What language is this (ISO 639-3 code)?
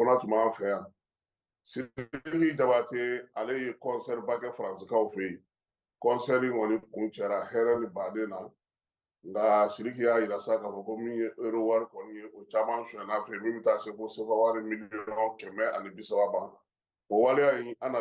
bam